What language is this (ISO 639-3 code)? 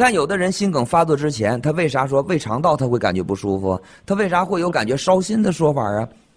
zho